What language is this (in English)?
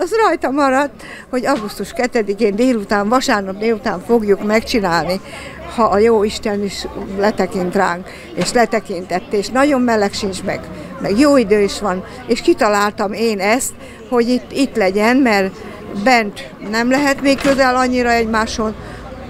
Hungarian